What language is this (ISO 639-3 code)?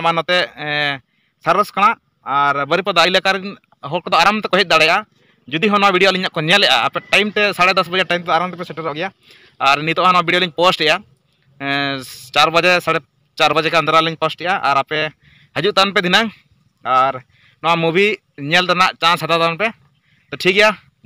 sat